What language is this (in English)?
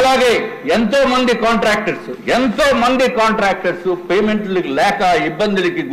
Telugu